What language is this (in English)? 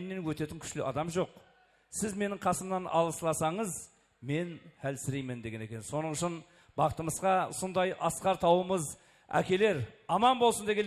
Kara-Kalpak